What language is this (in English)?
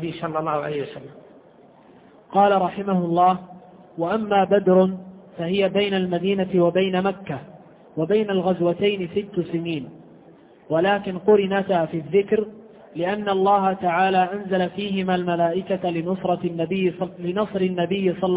Arabic